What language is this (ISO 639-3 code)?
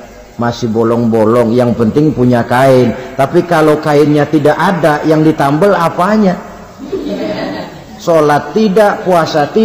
ind